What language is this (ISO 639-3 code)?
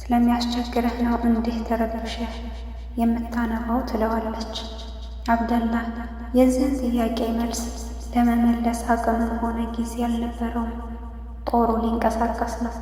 amh